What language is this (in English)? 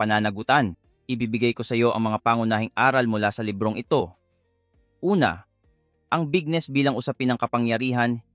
Filipino